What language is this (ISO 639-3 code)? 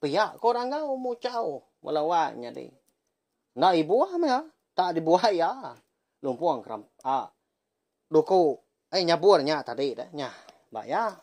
iba